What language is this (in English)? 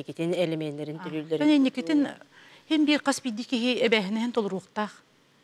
Yakut